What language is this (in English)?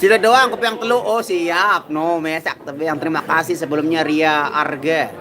Sasak